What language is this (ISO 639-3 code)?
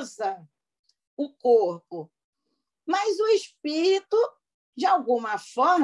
por